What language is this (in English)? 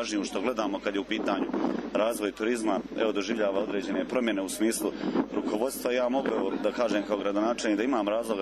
Serbian